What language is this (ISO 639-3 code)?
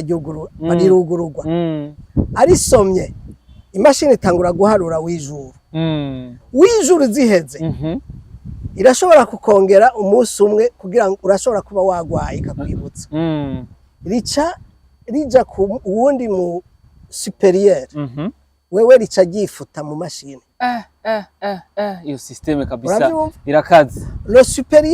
run